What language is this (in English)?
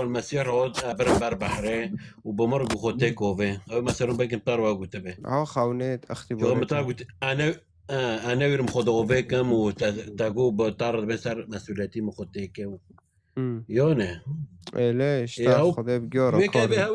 Kurdish